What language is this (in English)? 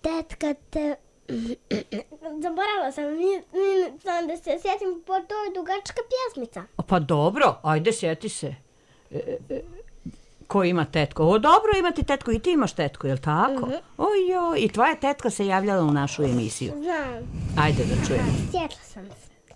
Serbian